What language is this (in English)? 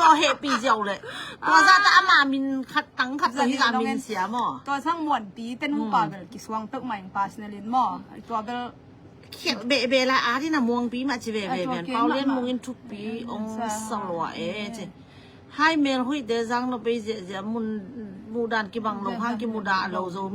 Tedim Chin